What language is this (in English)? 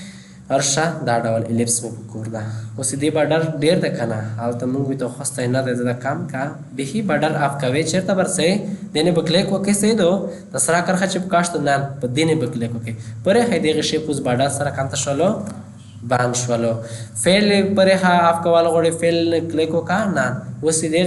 Pashto